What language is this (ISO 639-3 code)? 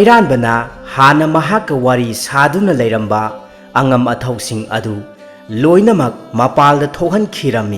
mni